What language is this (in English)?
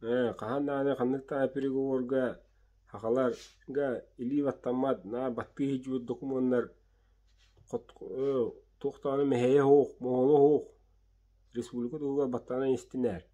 Yakut